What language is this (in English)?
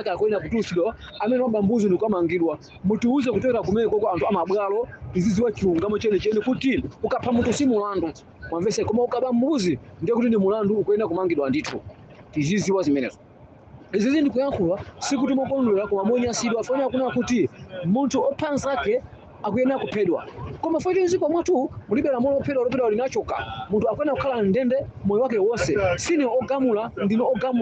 Nyanja